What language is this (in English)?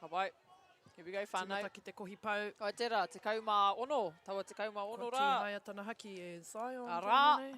Māori